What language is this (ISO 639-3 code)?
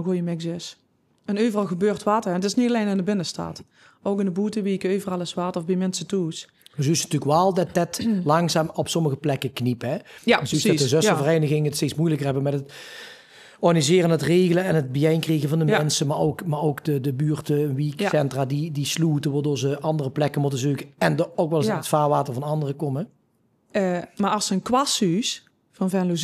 lim